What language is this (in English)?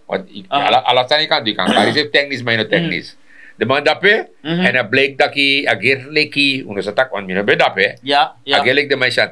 Sranan Tongo